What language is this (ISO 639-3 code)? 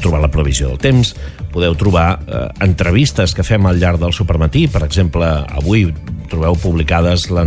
cat